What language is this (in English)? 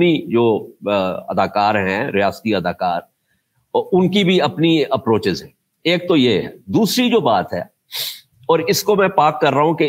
Urdu